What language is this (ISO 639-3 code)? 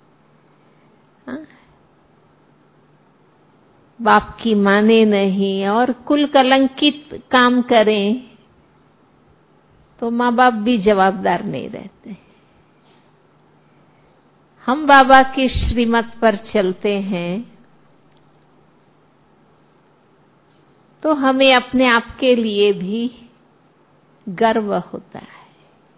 hin